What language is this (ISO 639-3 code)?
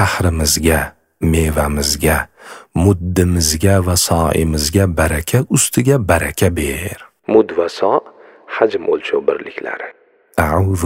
uzb